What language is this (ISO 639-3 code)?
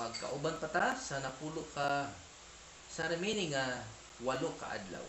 ceb